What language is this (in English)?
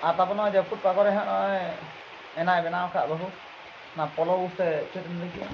Santali